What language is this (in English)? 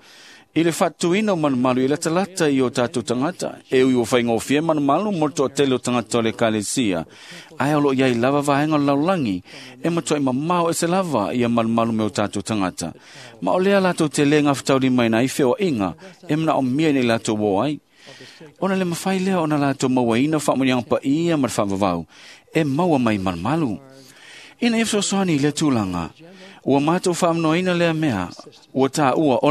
Samoan